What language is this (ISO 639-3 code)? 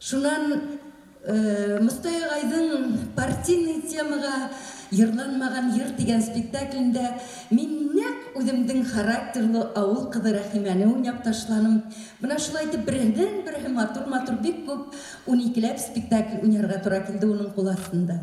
bak